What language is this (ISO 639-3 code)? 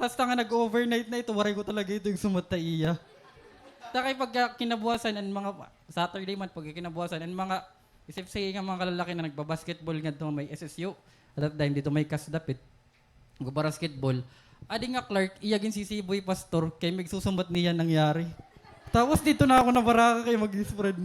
war